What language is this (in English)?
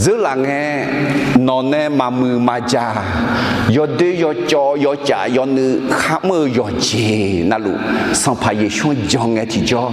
Akha